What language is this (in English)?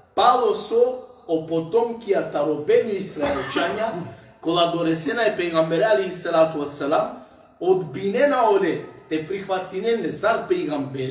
Balkan Romani